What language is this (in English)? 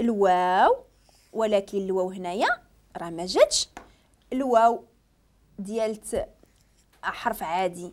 Moroccan Arabic